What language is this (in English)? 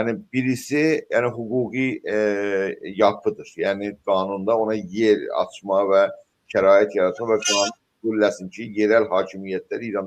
South Azerbaijani